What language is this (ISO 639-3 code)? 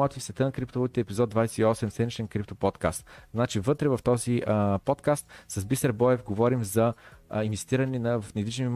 bul